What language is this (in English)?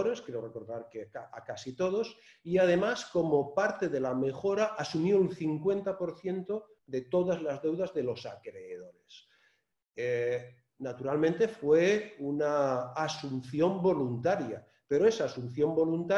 Spanish